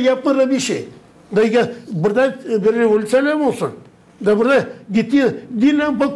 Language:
Gagauz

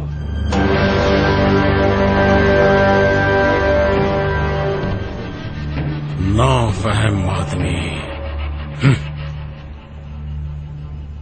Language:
Urdu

